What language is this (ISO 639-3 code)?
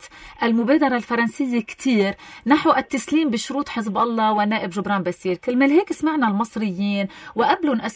apc